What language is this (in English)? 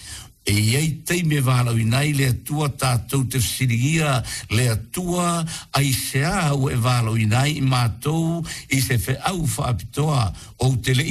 Samoan